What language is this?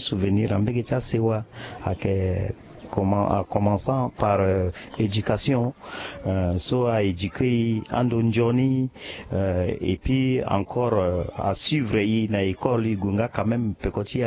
Sango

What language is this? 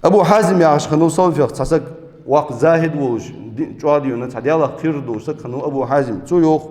Ingush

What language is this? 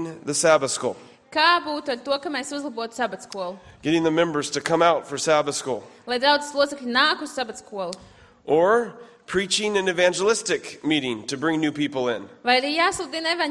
Latvian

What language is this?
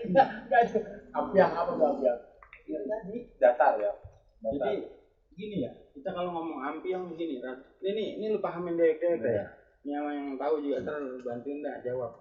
Betawi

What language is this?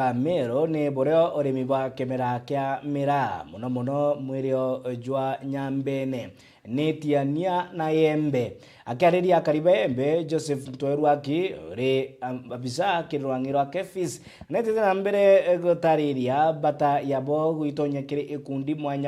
Meru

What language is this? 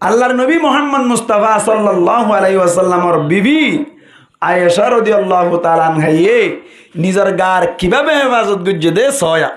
Rohingya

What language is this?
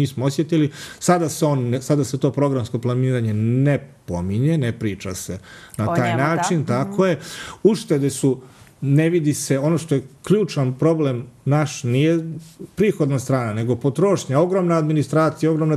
Serbian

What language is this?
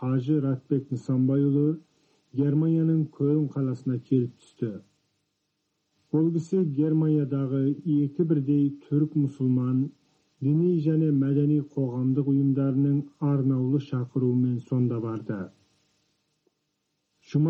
Kazakh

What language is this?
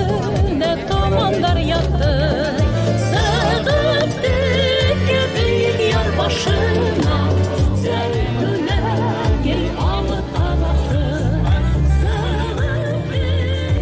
Bashkir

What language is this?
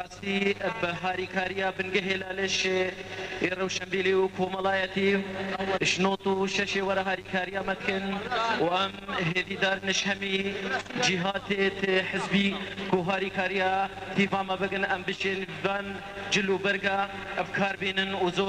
Kurdish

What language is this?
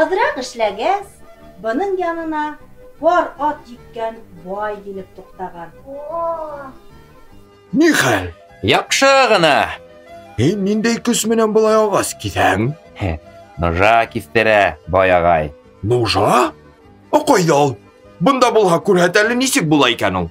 Bashkir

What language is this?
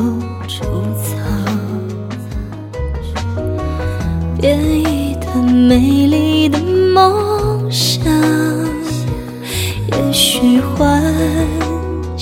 Vietnamese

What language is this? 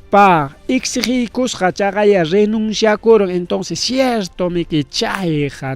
Ayacucho Quechua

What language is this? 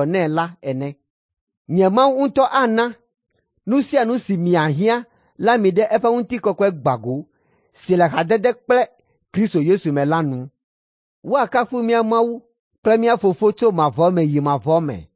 Ewe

